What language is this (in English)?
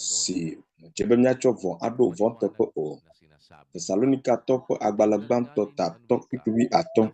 Ewe